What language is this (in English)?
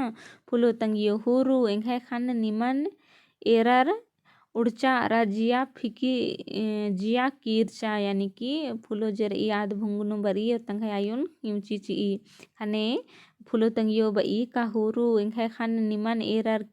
Kurukh